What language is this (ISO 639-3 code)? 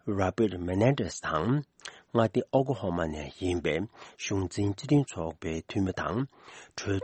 bod